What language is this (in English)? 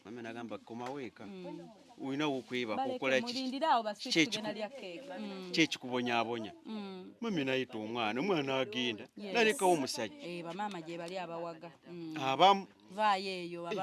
Ganda